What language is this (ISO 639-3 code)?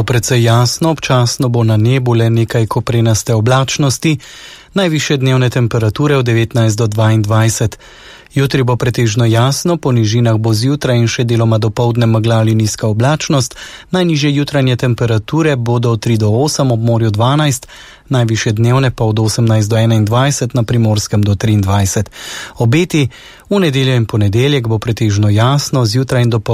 slv